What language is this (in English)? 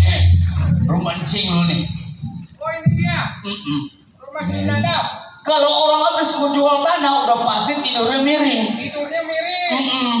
Betawi